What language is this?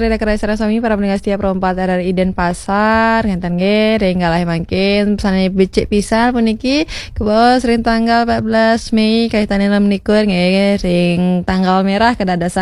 Balinese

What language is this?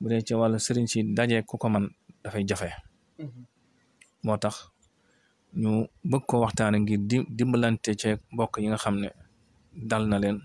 Wolof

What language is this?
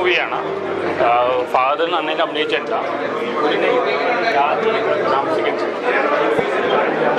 Malayalam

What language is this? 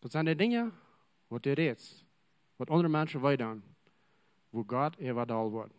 Plautdietsch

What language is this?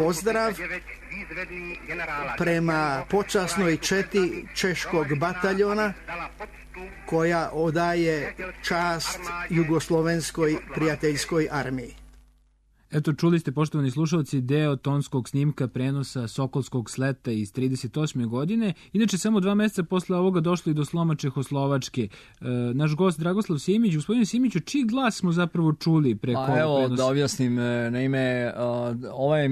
Serbian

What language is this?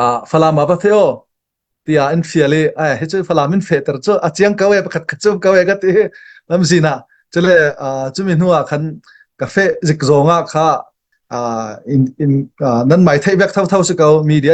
Falam Chin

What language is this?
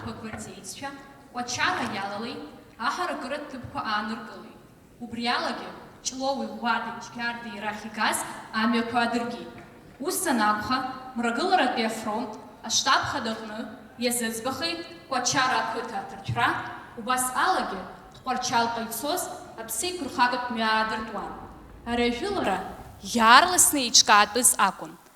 Abkhazian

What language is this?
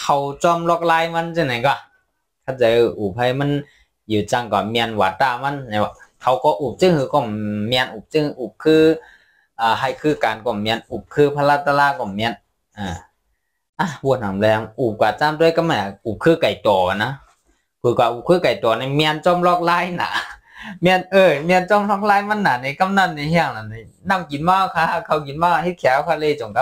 Shan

